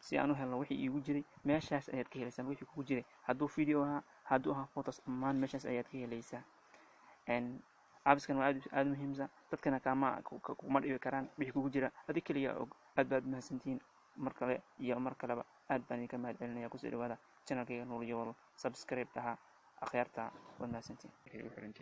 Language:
Somali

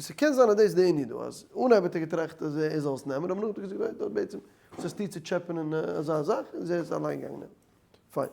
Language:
Yiddish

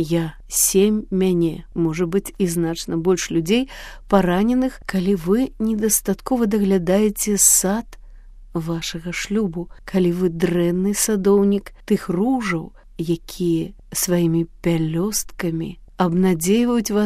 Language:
Belarusian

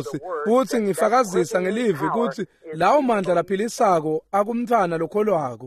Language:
Swati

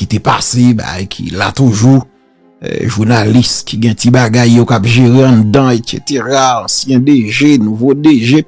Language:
Haitian Creole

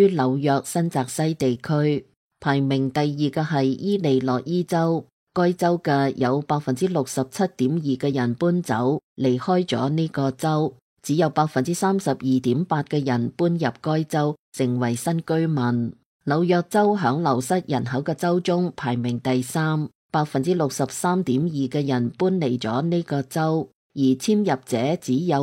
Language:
Cantonese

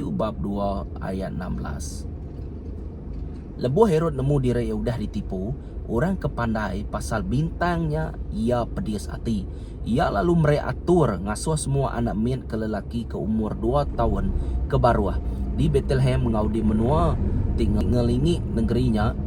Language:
Iban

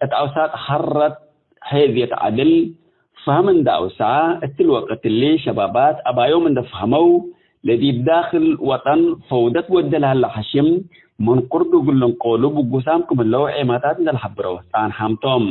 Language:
Tigre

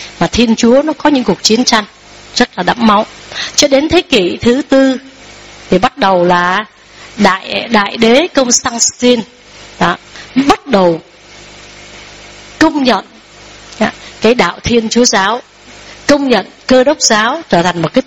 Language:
Vietnamese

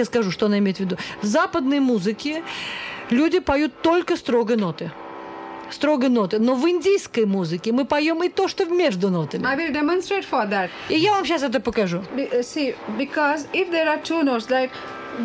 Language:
Russian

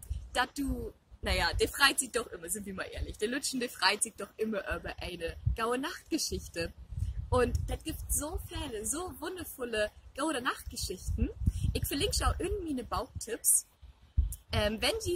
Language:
Low German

